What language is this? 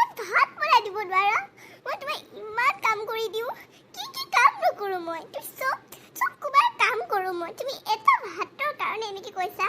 Assamese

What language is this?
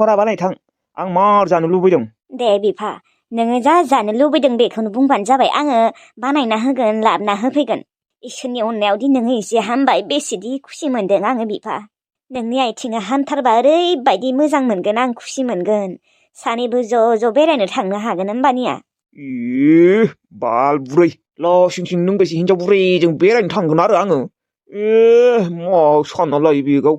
Bodo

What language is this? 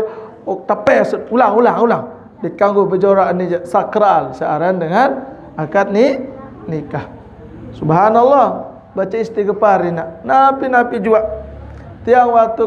Sasak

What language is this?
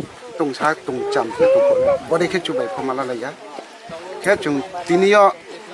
Kok Borok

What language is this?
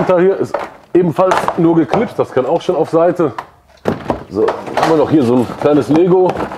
German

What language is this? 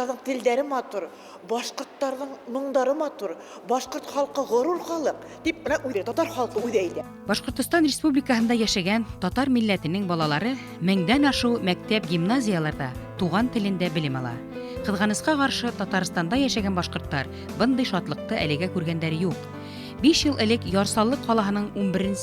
Bashkir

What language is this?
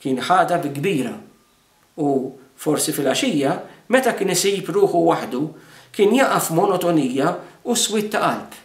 Maltese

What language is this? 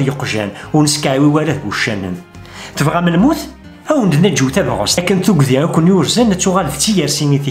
Kabyle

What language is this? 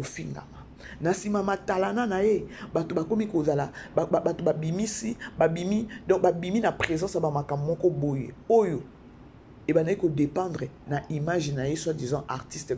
Lingala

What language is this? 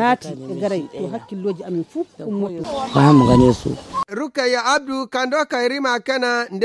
Nigerian Fulfulde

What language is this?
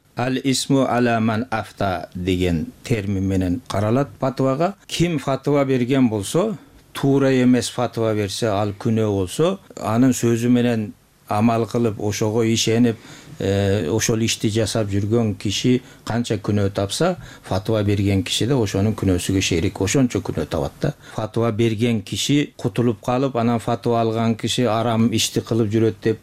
Kyrgyz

